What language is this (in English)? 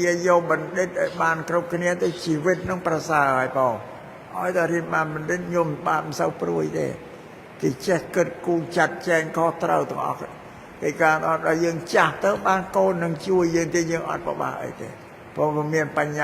Khmer